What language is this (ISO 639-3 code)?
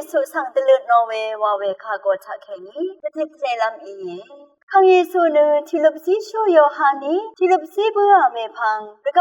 raw